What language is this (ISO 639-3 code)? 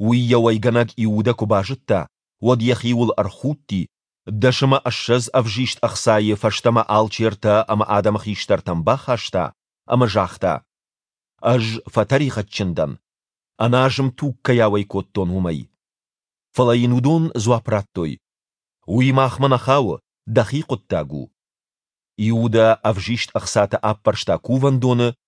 oss